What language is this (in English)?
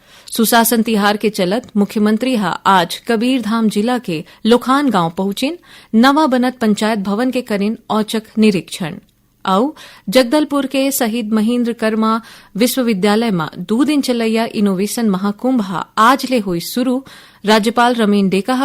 Chhattisgarhi